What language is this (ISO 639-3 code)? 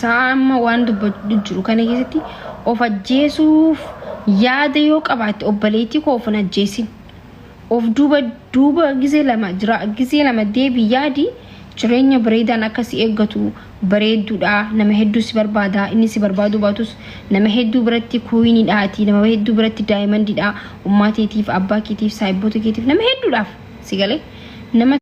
orm